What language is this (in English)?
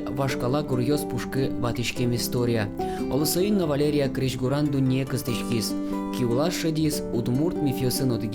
Udmurt